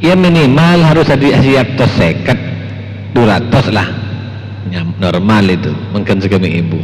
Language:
Madurese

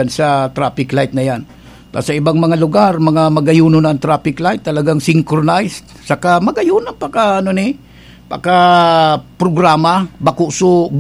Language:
Bikol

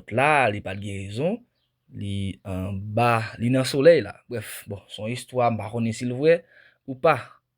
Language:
Haitian Creole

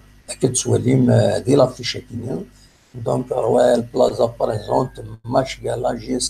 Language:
Kabyle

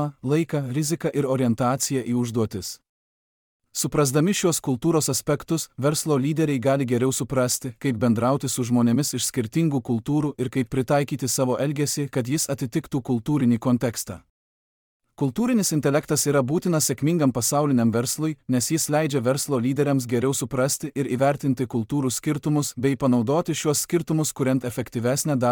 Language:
Lithuanian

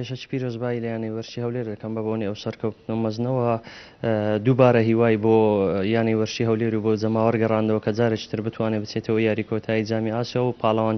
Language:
Central Kurdish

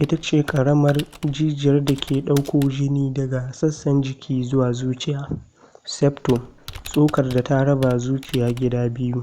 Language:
Hausa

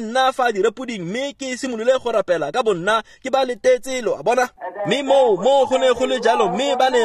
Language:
Tswana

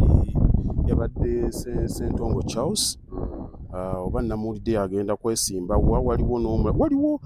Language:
Ganda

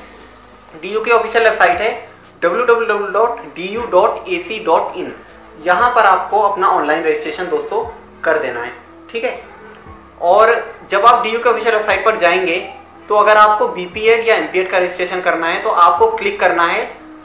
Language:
Hindi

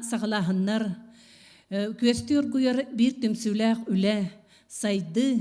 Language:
Yakut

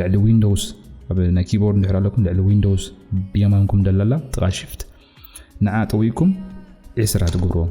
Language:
Tigrinya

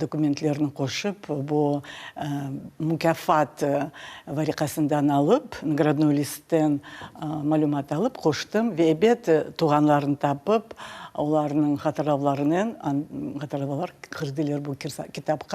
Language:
Crimean Tatar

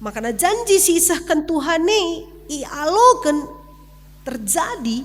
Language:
Batak Karo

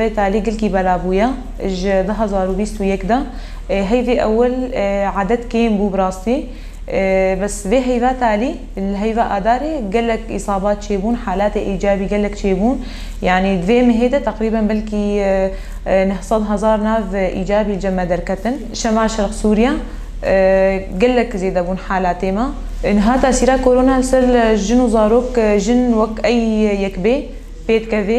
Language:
Kurdish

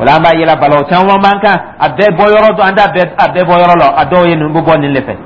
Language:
Dyula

